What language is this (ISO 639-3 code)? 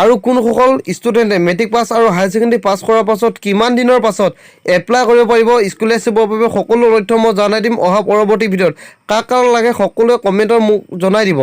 asm